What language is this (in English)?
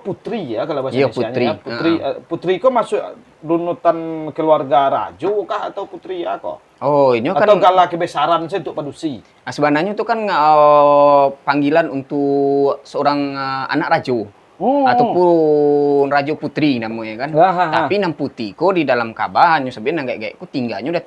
Minangkabau